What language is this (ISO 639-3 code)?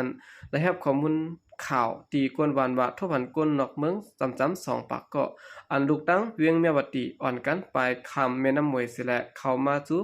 shn